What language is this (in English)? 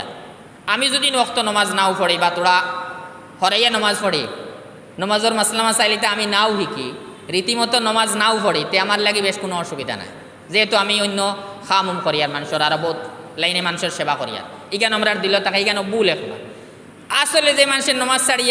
Sylheti